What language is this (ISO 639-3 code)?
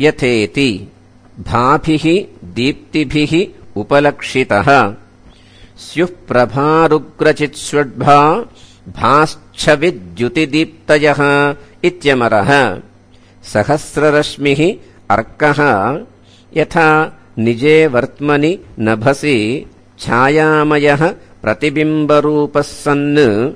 san